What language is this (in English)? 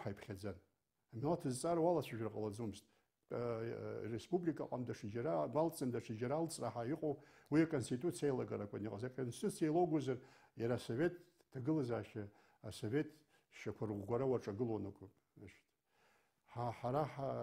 Abkhazian